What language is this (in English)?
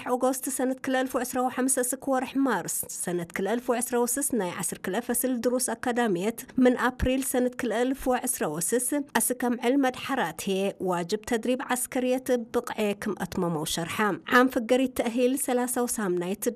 Tigrinya